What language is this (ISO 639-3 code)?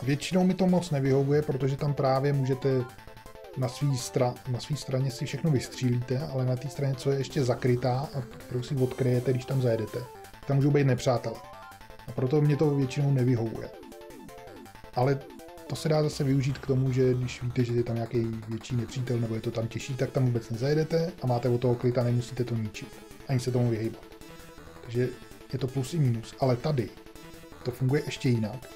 ces